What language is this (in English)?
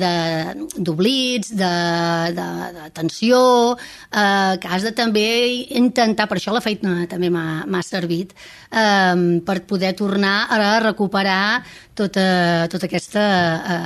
Catalan